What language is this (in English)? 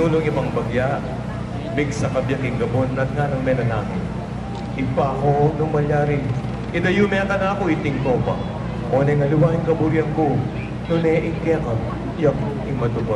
Pampanga